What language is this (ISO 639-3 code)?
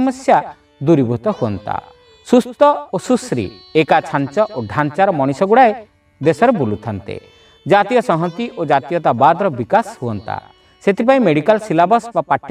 ori